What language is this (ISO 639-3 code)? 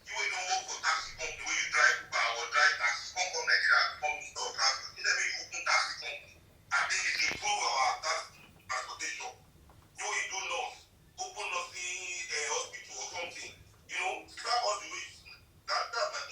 pcm